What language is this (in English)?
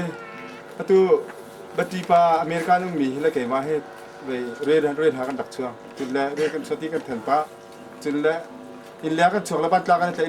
Hakha Chin